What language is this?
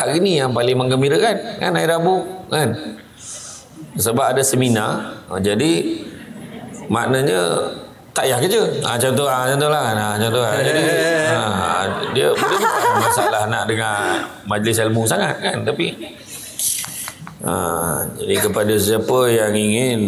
Malay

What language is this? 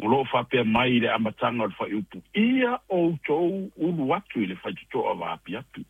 Samoan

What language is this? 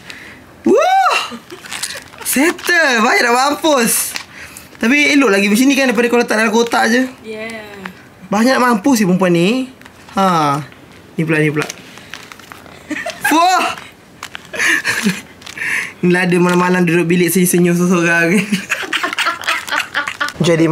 Malay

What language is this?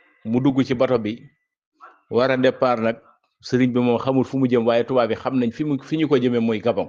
Wolof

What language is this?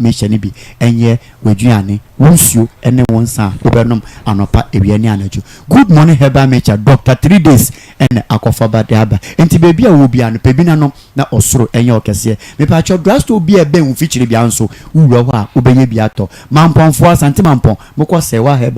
Akan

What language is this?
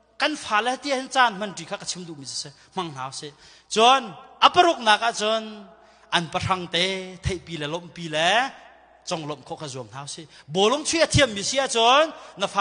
Hakha Chin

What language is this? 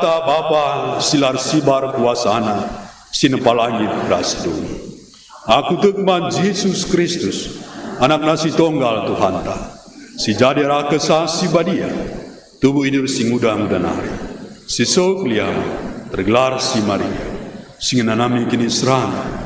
Batak Karo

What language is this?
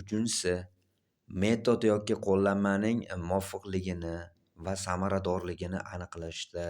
Uzbek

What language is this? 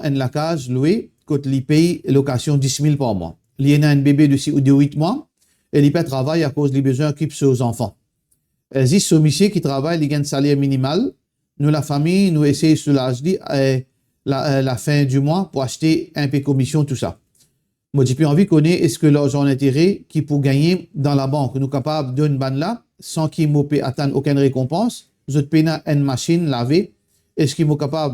Morisyen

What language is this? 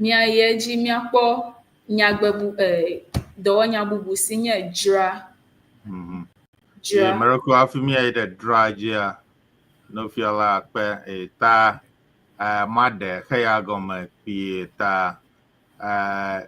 Ewe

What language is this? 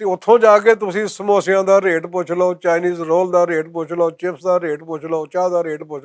Western Panjabi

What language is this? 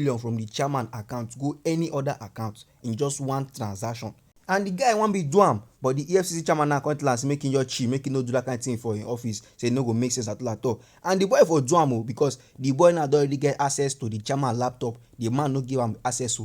Nigerian Pidgin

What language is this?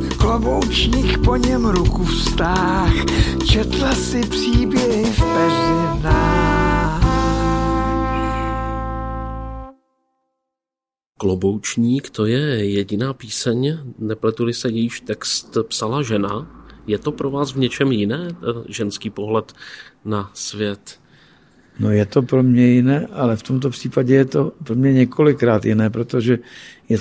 Czech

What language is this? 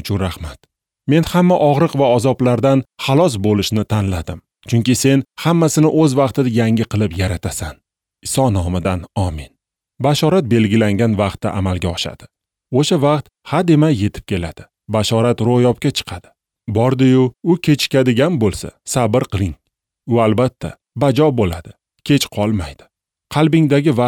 Uzbek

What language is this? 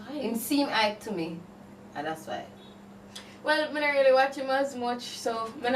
Jamaican Creole English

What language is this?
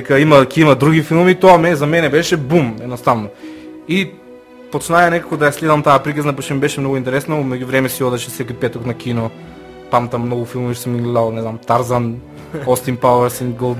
Macedonian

